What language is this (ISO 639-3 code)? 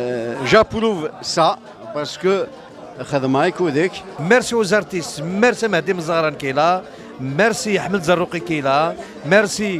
kab